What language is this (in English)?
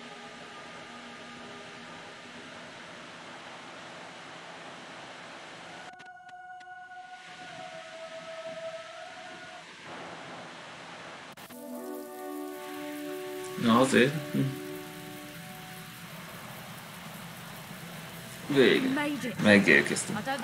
Hungarian